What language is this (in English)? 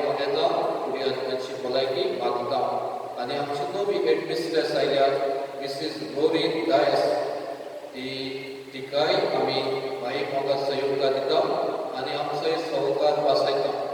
Konkani